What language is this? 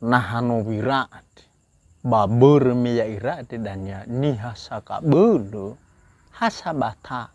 Nias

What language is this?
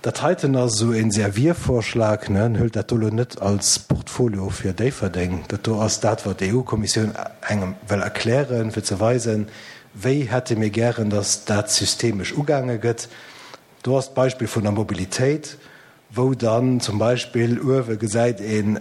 Luxembourgish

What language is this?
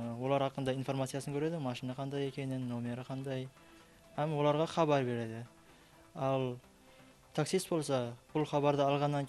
Kara-Kalpak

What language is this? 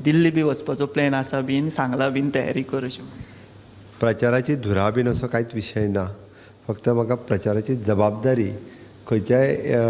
Konkani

